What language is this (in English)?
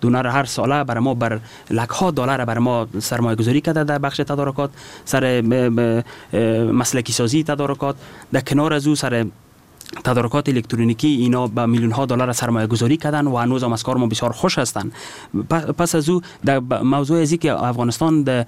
Persian